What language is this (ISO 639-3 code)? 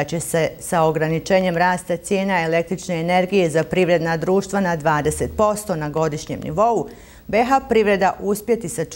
bos